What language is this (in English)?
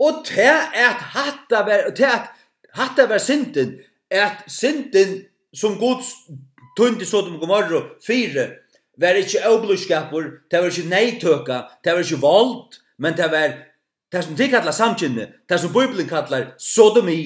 Faroese